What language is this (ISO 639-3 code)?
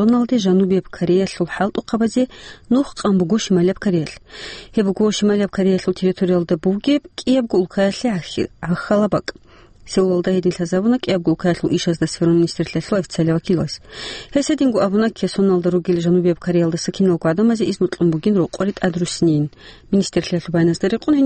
ava